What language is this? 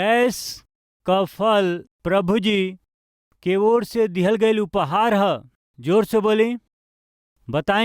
Bhojpuri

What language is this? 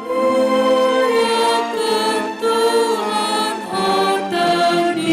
Batak Karo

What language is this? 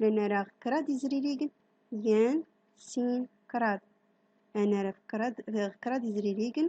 Central Atlas Tamazight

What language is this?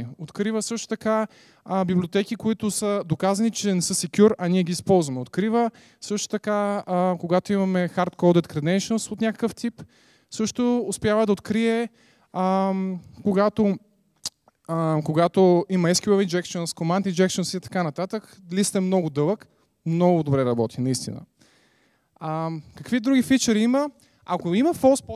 Bulgarian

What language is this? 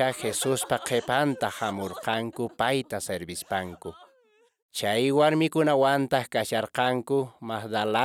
Quechua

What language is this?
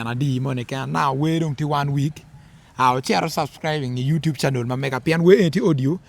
Acoli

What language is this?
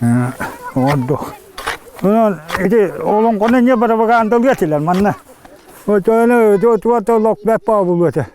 Yakut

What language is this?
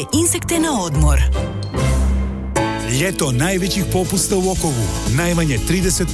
Croatian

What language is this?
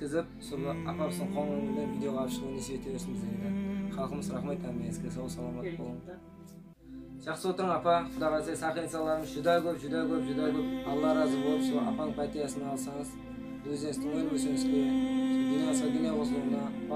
Kazakh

